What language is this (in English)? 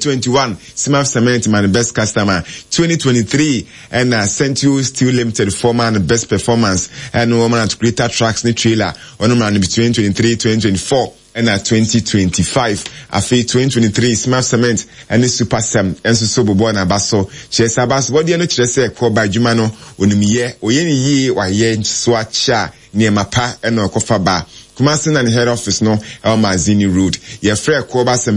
Akan